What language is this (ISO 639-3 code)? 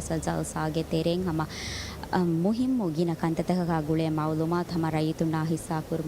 div